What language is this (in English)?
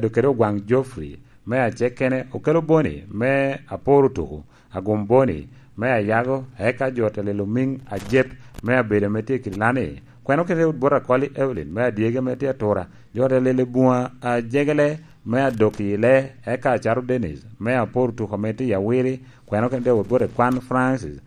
Lango (Uganda)